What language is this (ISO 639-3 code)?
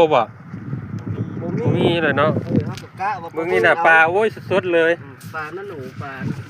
lao